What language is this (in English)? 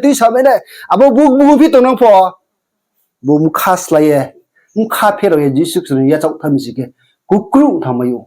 Riang (India)